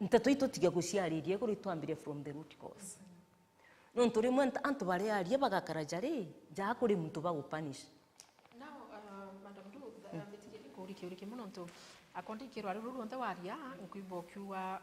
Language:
Meru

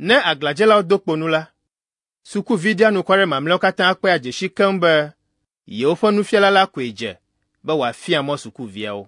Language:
Ewe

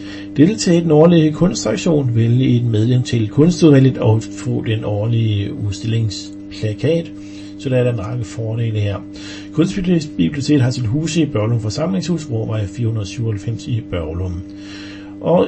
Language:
Danish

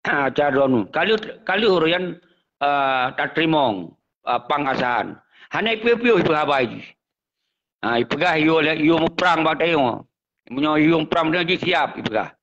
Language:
Achinese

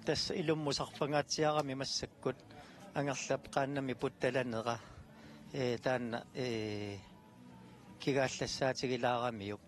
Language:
Kalaallisut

